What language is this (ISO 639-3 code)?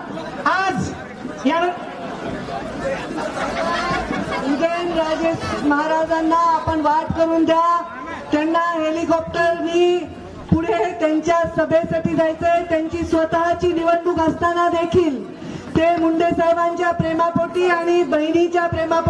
mar